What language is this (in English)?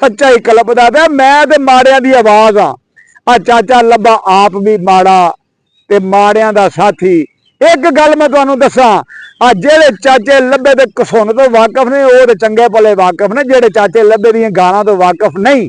Western Panjabi